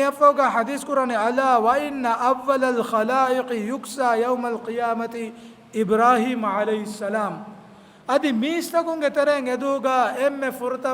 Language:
Divehi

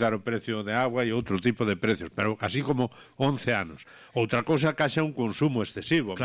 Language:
Galician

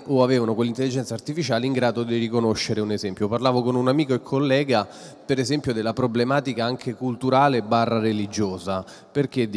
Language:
Italian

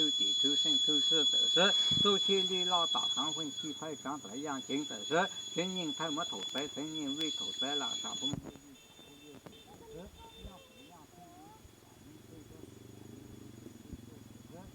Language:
Hmong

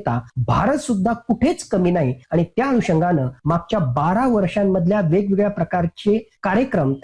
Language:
Marathi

